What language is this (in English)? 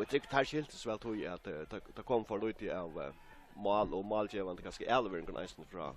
Faroese